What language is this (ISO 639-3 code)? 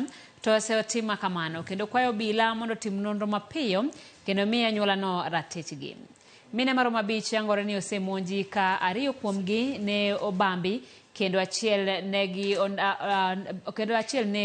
luo